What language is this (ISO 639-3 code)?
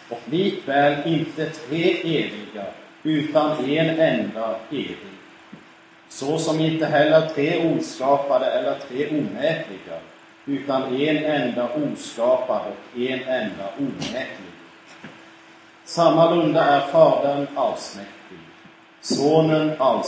swe